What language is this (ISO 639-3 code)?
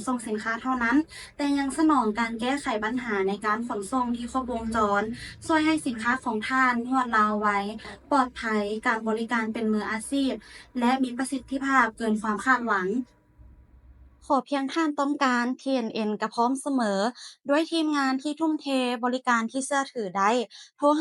lao